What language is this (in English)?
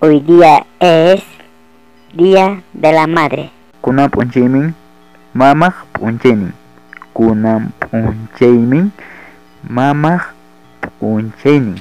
Ayacucho Quechua